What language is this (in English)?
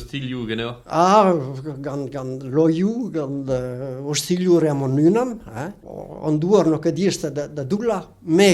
Breton